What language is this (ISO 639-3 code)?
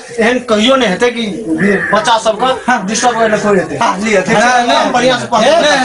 mai